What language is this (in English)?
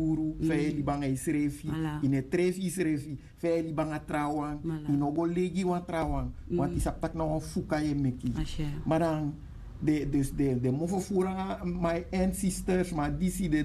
Sranan Tongo